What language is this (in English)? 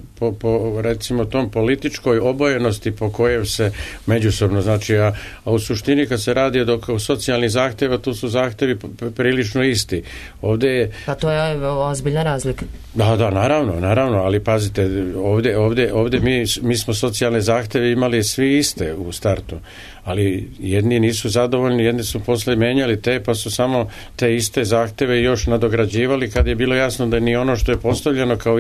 Serbian